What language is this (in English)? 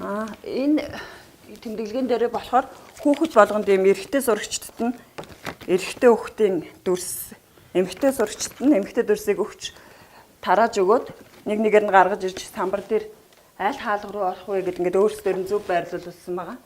Mongolian